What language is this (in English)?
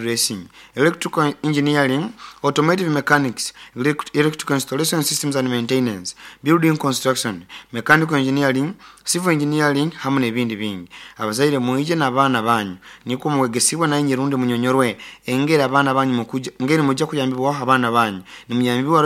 Nyoro